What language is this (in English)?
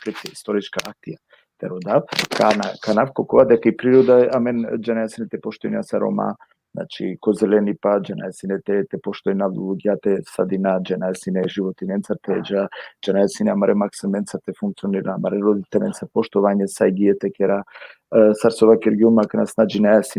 Balkan Romani